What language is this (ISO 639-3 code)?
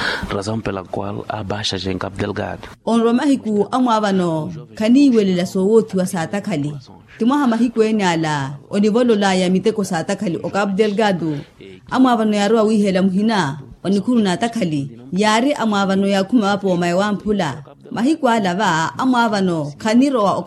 vmw